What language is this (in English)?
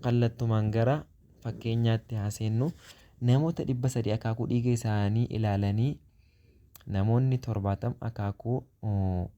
Oromo